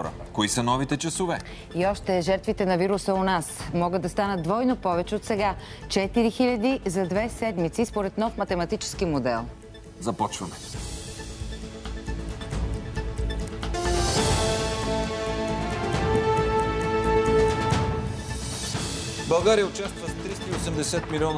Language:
Bulgarian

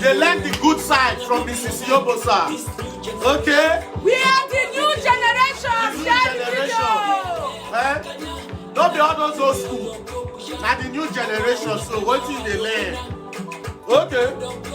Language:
Nigerian Pidgin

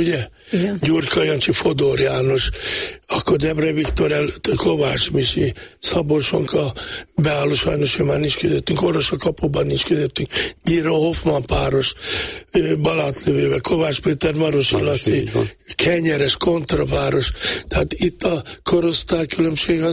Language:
Hungarian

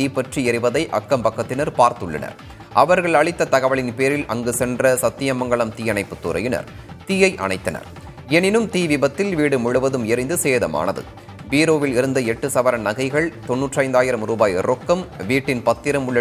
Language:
Tamil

